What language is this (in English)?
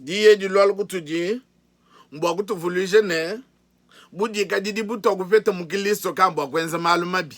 Luba-Lulua